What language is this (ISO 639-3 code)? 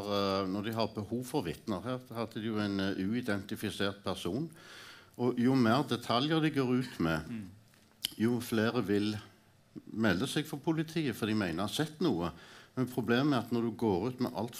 nor